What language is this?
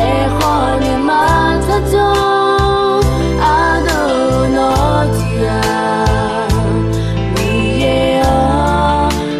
Akha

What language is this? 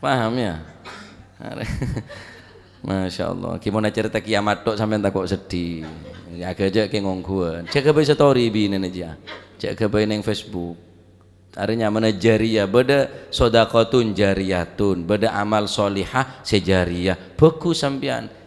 Madurese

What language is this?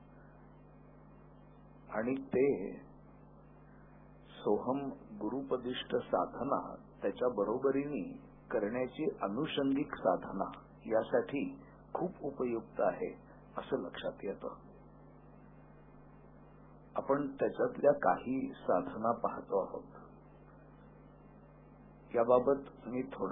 Marathi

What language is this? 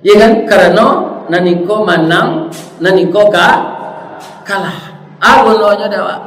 Minangkabau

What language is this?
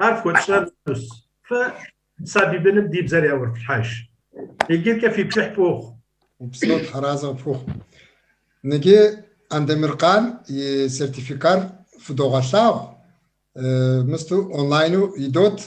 Kabardian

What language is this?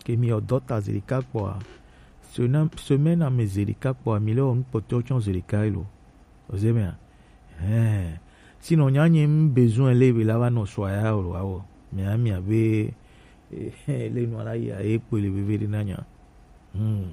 Gen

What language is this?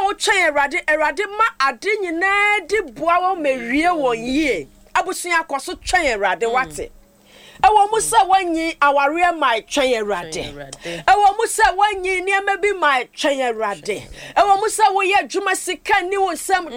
Akan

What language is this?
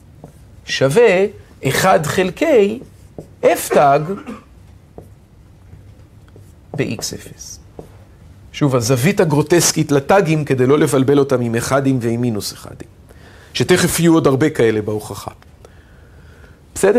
Hebrew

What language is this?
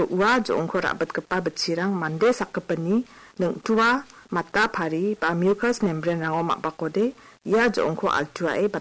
Garo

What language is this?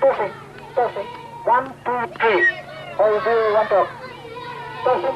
Tok Pisin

